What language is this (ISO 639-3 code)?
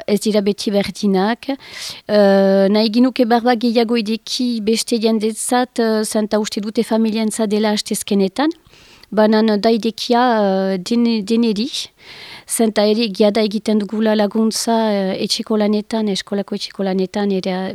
eus